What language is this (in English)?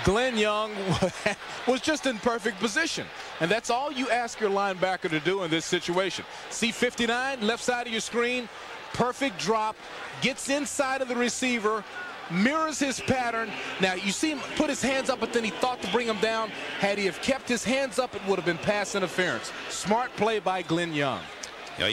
English